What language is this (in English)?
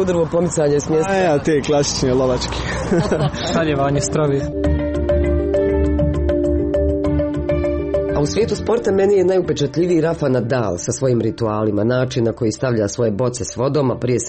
Croatian